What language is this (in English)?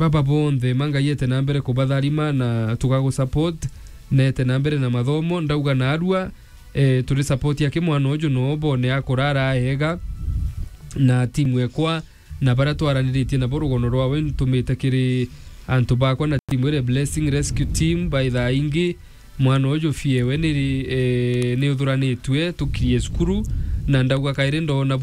Meru